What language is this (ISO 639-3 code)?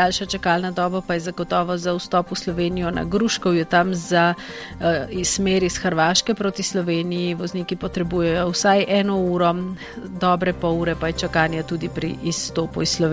slv